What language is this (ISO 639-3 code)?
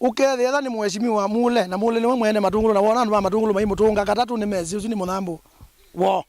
kam